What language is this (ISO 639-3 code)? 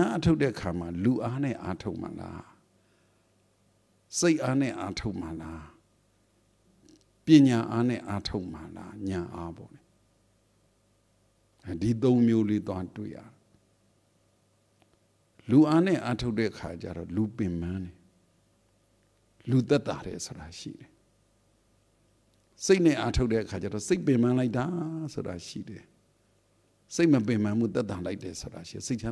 mya